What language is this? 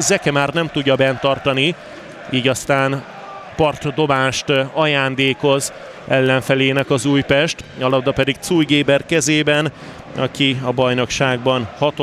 Hungarian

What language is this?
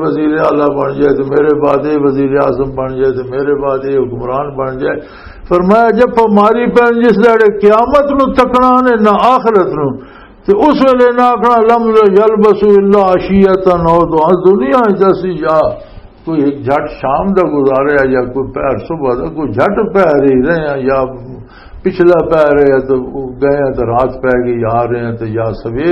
Western Panjabi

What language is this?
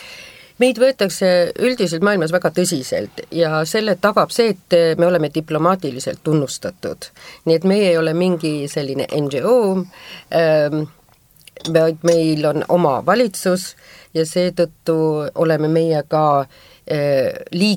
Estonian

